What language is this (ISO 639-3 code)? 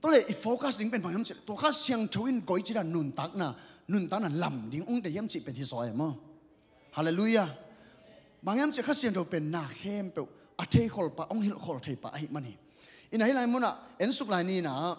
ctd